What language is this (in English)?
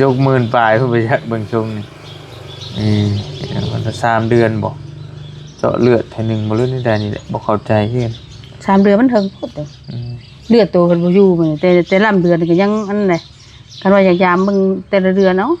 Northeastern Thai